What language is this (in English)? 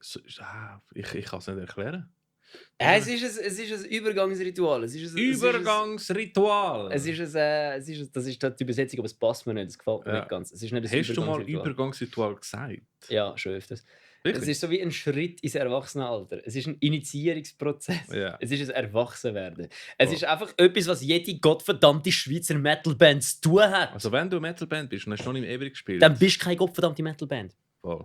Swiss German